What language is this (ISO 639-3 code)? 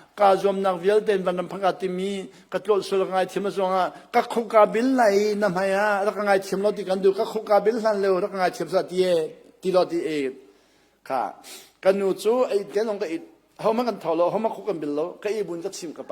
cnh